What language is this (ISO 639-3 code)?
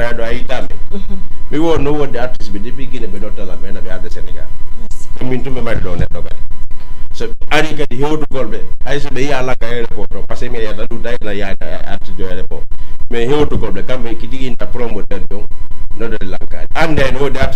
ful